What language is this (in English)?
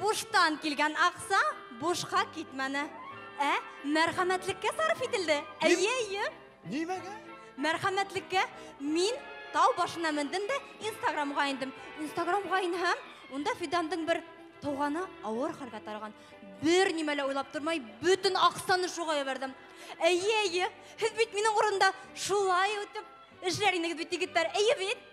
Bashkir